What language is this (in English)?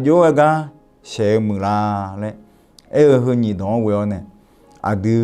Akha